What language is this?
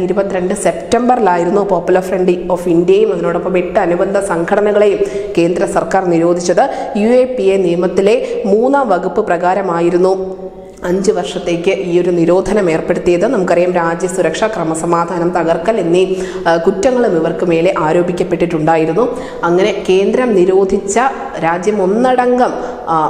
Malayalam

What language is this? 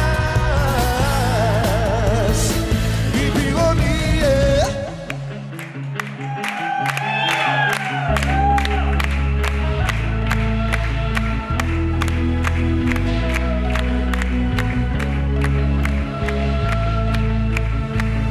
Croatian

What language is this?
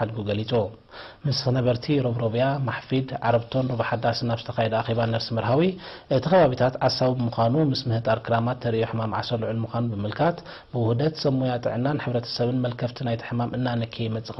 Tigrinya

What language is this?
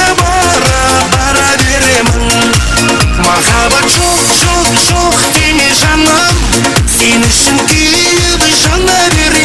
Kara-Kalpak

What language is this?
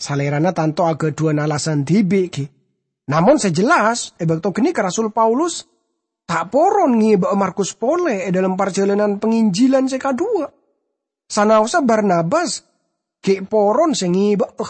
Madurese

